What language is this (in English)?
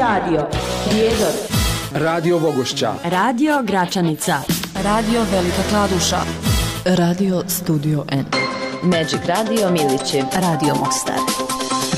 Bosnian